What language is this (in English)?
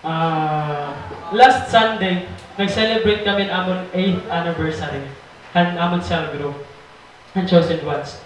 Waray